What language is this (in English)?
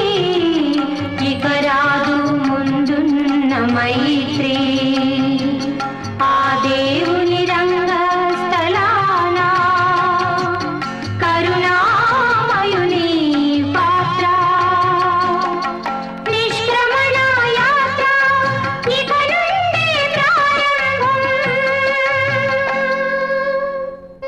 Telugu